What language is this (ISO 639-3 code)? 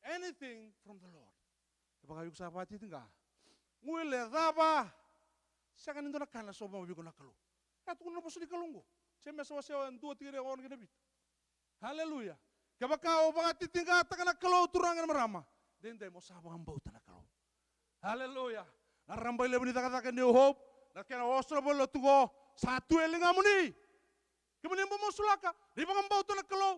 fij